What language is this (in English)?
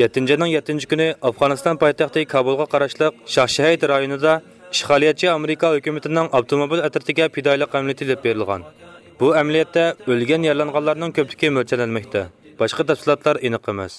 Uyghur